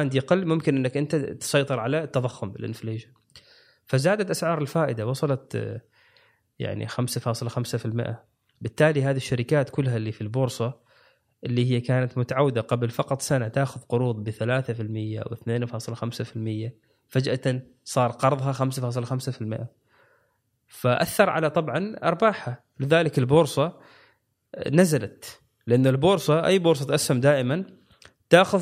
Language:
Gulf Arabic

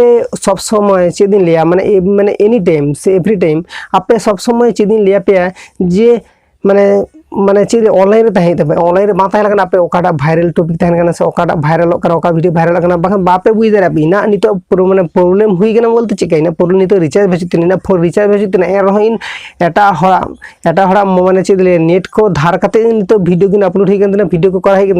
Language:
Santali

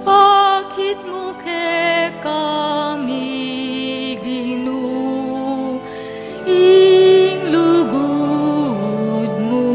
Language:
Pampanga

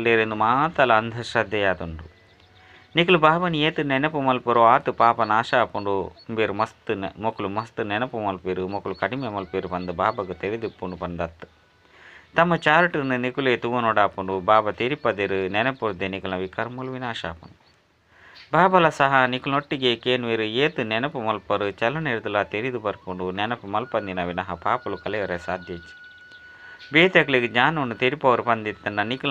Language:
Tulu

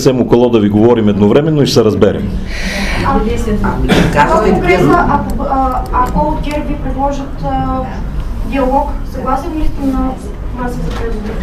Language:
Bulgarian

